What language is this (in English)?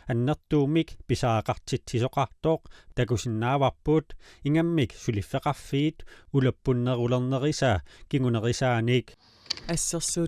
Kalaallisut